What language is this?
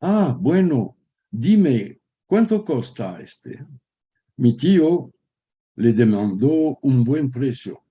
Ladino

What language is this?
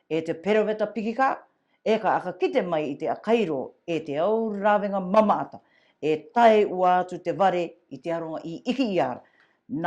Rarotongan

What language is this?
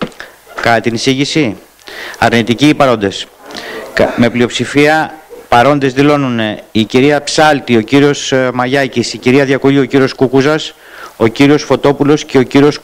Greek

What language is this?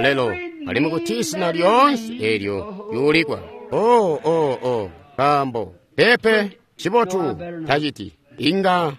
Tonga (Zambia)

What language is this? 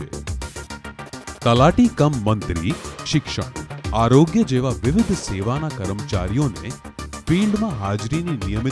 Gujarati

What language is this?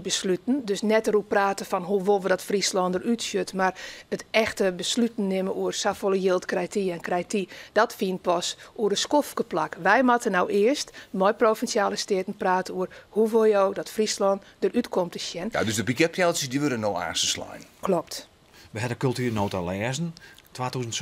Western Frisian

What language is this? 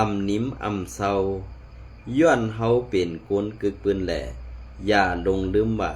Shan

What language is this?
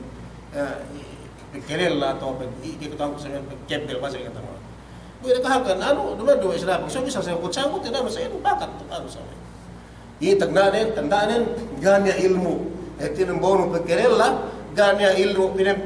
Yakan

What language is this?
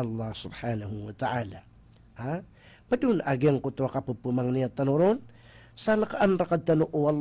Maranao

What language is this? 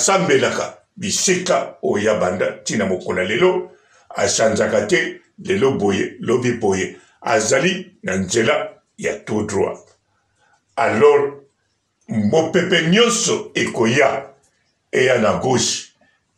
Lingala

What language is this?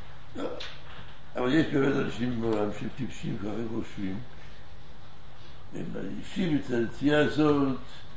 Hebrew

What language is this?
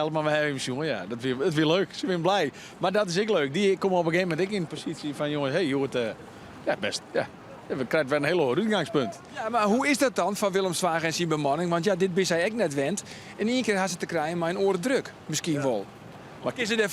Western Frisian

